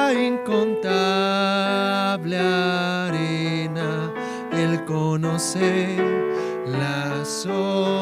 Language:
Aymara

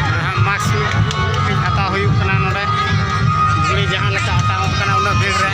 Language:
Santali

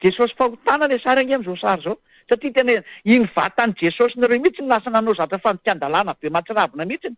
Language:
Malagasy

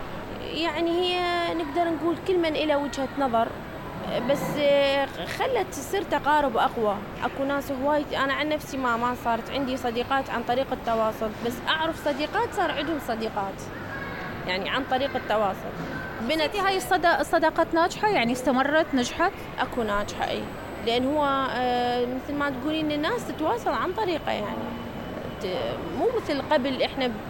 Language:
Mesopotamian Arabic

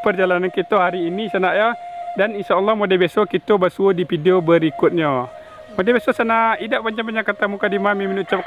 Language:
Minangkabau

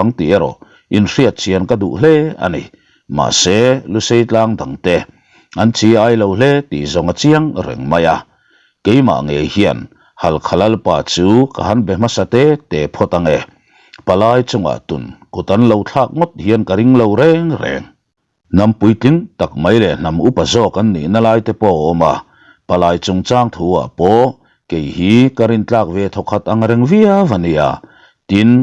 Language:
Mizo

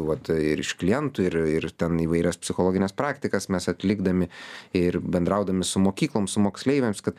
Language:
Lithuanian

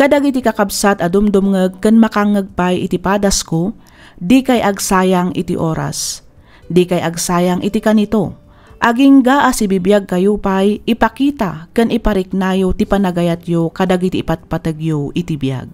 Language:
Iloko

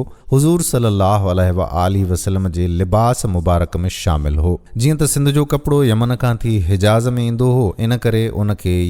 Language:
Sindhi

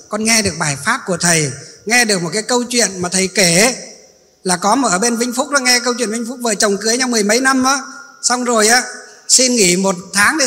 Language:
Vietnamese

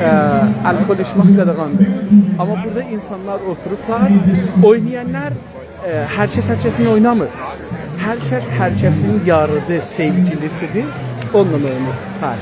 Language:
South Azerbaijani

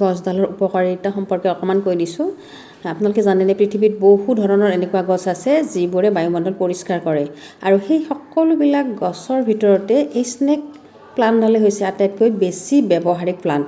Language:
Assamese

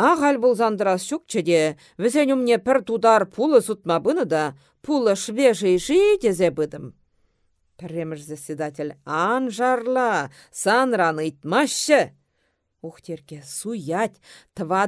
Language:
Chuvash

